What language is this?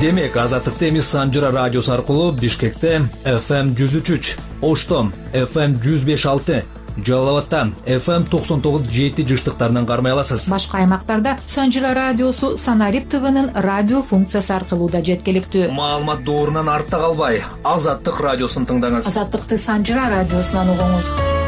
Kyrgyz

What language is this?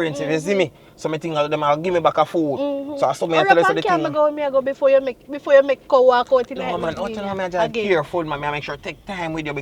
Jamaican Creole English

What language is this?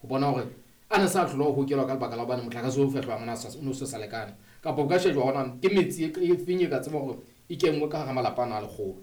Southern Sotho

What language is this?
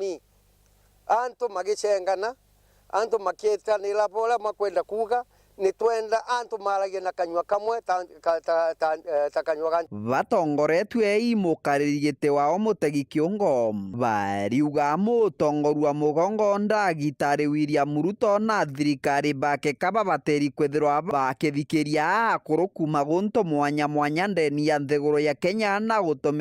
Meru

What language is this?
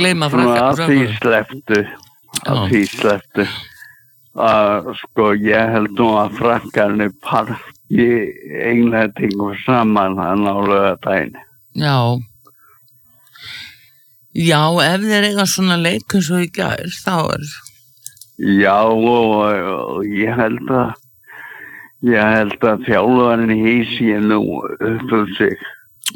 Icelandic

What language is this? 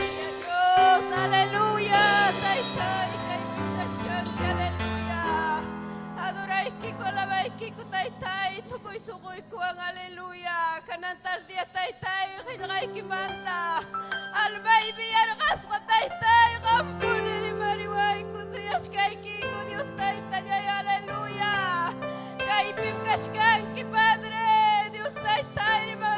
Ayacucho Quechua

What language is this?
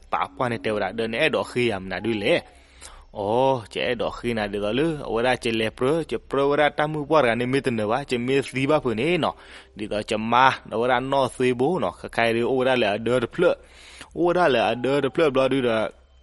S'gaw Karen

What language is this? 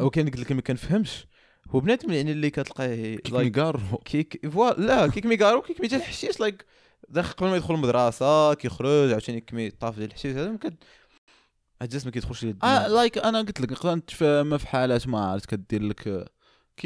Moroccan Arabic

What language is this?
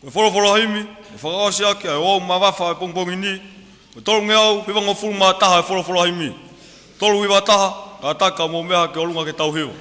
Tongan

